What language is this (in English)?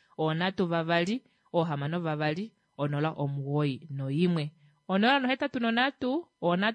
Kuanyama